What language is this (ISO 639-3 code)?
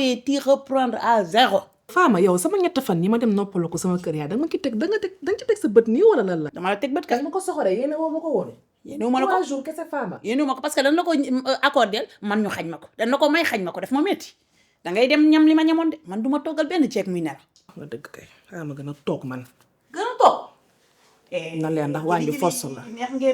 wol